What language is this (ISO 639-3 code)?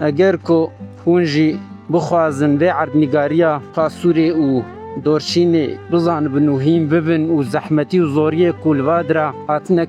kur